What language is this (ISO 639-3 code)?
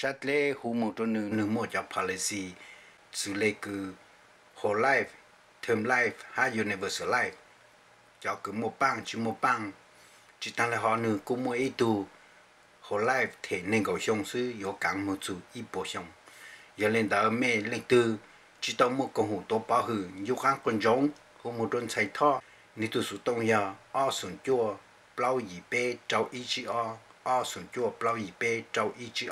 hmn